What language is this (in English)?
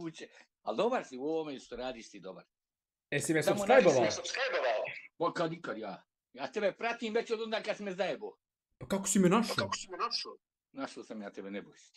Bosnian